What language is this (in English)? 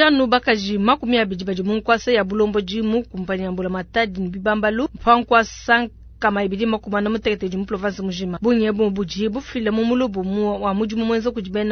Luba-Lulua